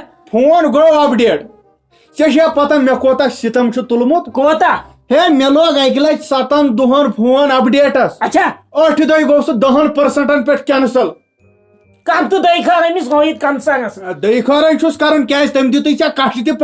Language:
Kashmiri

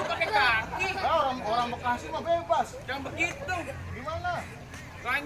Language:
Betawi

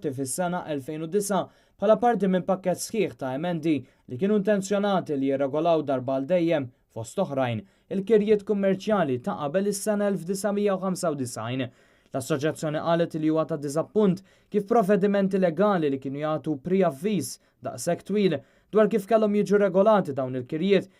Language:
Maltese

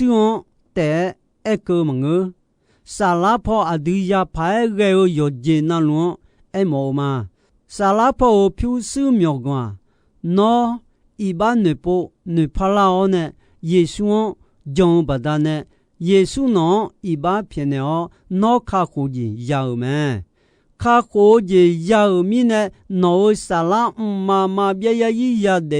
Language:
Akha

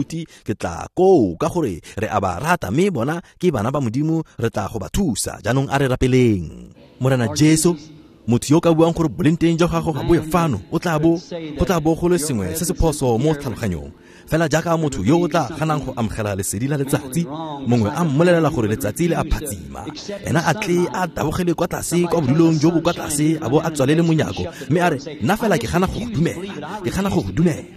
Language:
Tswana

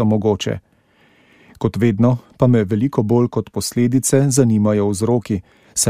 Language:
Slovenian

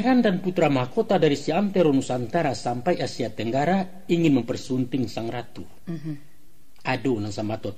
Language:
Minangkabau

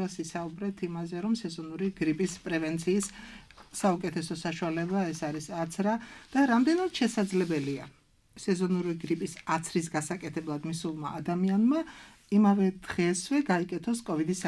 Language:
Georgian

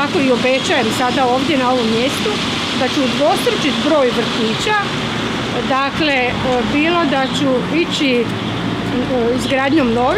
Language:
Croatian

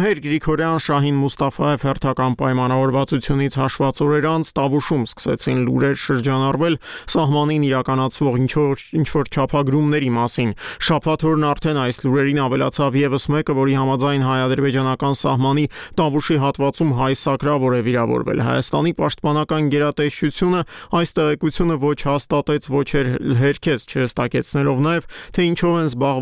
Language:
Armenian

